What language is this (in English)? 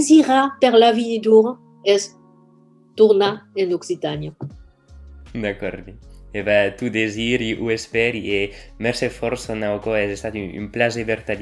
Occitan